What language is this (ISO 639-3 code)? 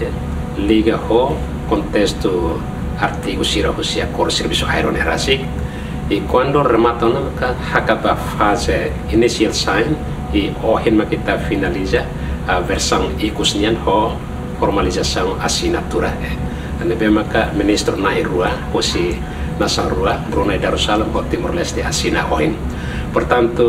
tet